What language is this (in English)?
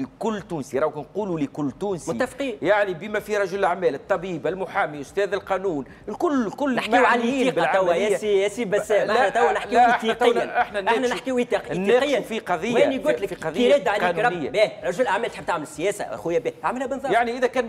Tunisian Arabic